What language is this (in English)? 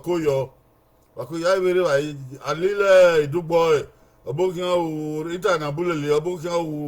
Bini